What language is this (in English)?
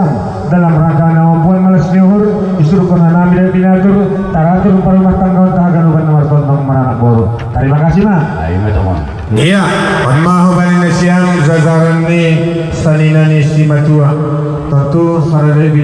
Batak Simalungun